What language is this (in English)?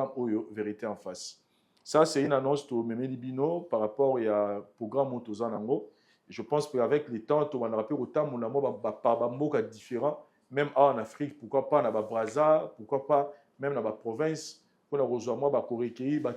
Lingala